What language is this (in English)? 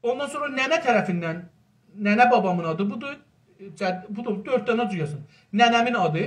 South Azerbaijani